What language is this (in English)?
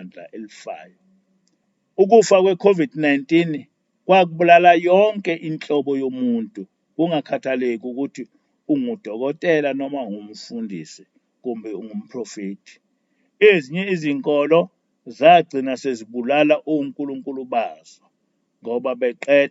Zulu